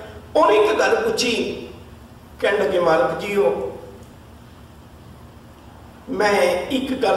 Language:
Punjabi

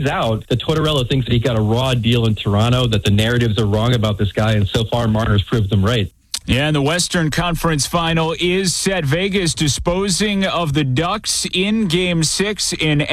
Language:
English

